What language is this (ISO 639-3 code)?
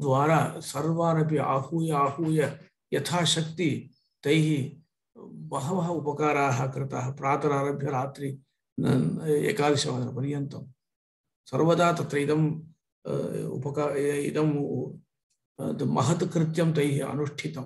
san